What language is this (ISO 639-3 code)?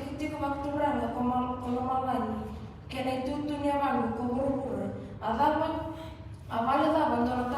fij